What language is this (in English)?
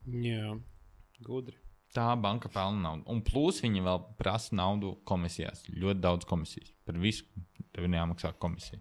Latvian